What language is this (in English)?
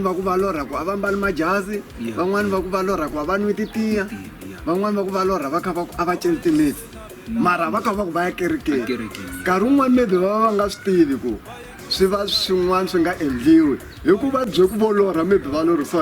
Tsonga